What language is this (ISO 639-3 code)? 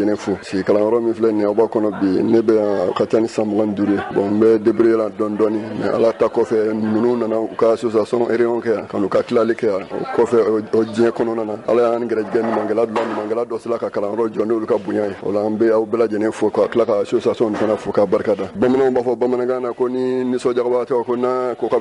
bam